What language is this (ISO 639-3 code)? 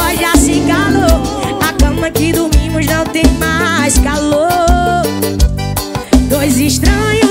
por